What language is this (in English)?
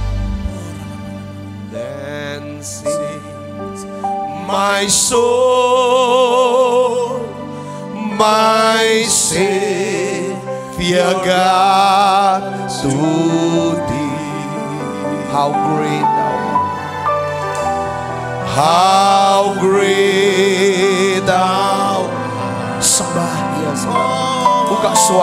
Indonesian